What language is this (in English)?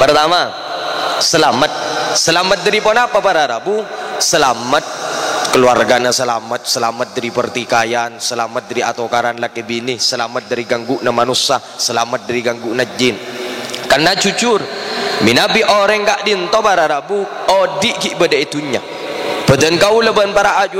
Madurese